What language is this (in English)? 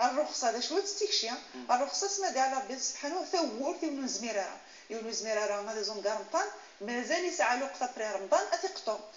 Moroccan Arabic